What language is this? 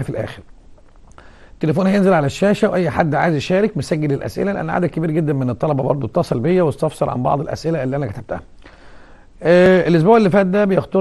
Egyptian Arabic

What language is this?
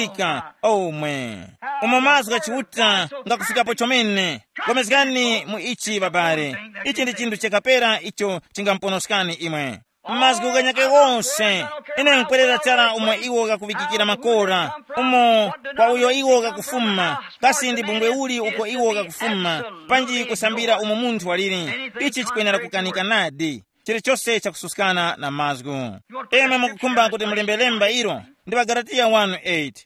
Tumbuka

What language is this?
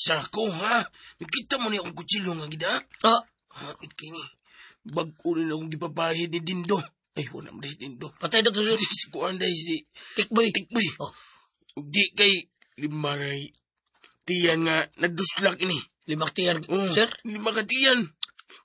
Cebuano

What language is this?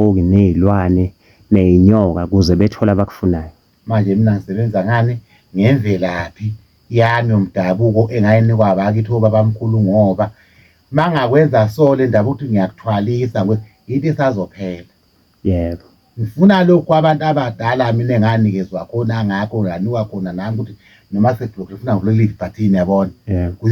Zulu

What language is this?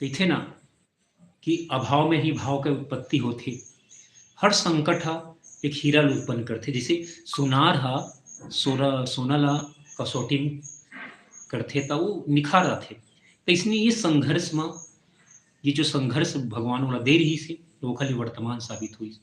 Chhattisgarhi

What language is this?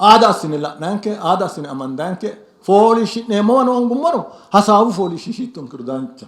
Sidamo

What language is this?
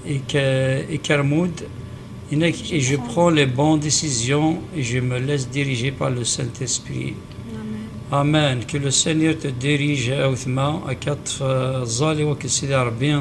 Kabyle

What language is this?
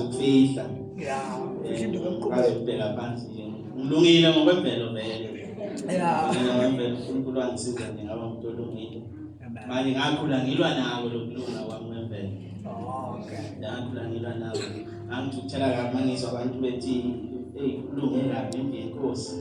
Zulu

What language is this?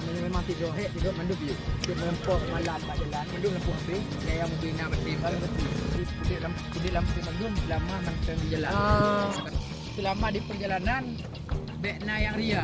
Achinese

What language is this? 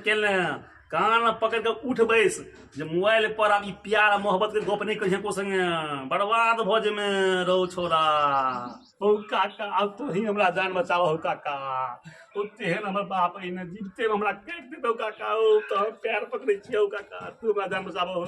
Maithili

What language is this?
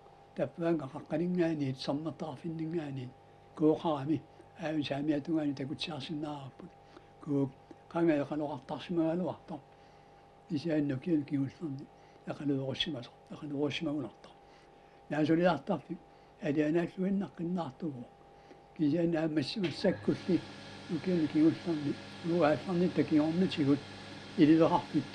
Kalaallisut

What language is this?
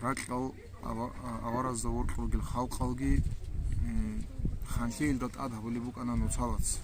Avaric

